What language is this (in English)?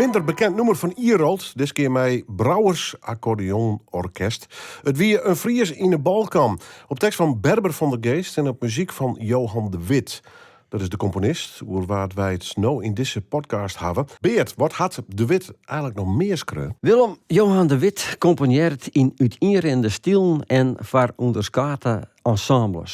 Western Frisian